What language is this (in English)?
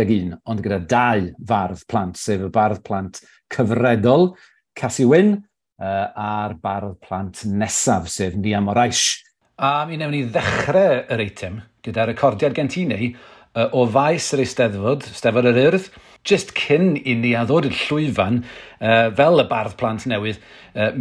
Welsh